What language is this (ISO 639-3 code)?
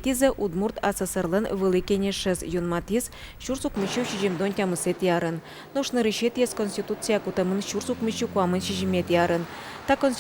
udm